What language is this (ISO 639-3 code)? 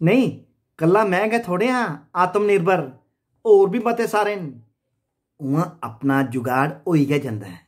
doi